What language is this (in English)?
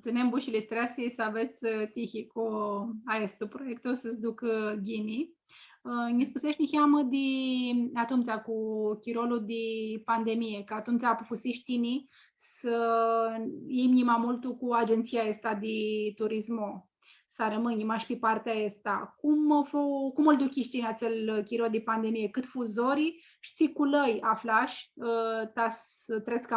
Aromanian